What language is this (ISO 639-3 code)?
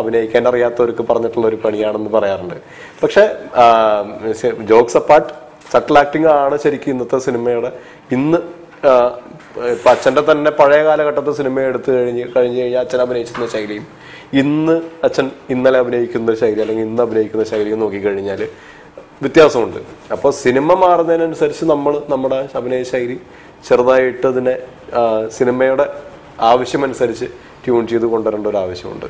mal